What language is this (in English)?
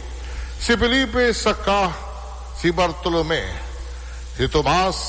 Bikol